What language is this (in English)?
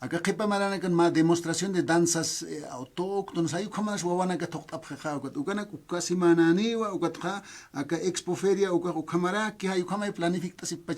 Aymara